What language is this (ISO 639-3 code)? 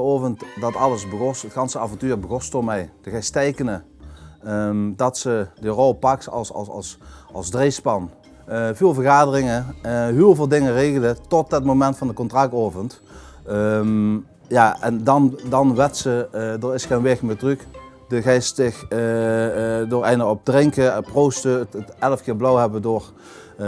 lim